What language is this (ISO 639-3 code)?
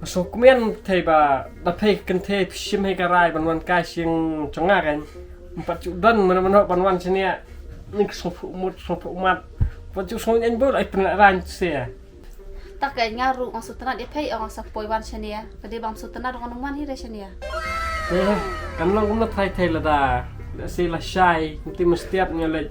kha